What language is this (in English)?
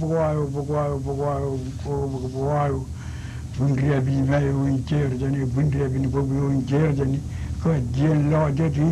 Marshallese